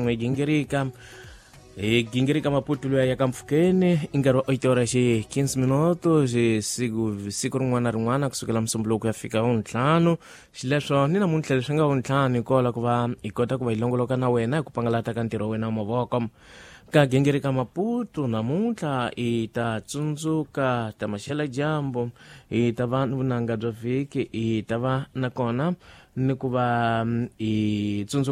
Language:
Tsonga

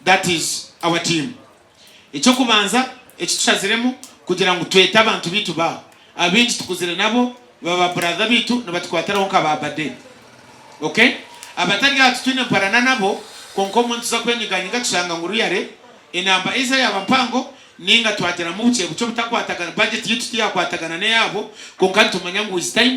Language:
Nyankole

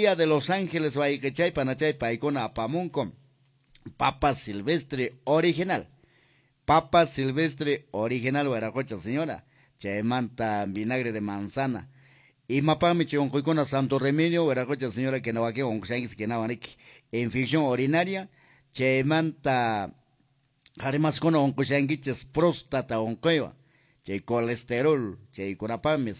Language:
Quechua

